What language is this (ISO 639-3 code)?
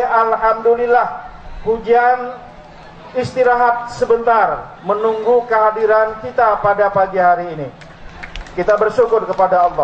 bjn